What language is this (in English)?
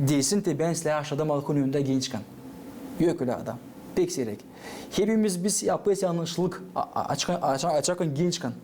Gagauz